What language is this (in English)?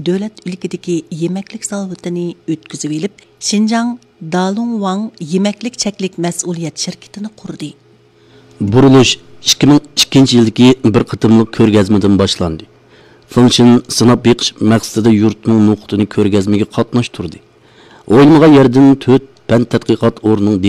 Uyghur